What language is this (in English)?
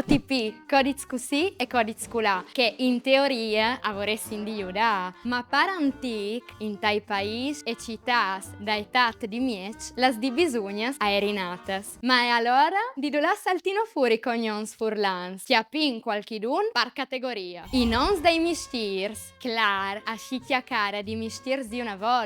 Friulian